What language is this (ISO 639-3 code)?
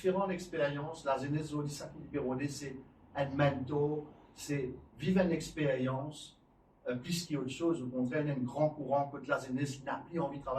mfe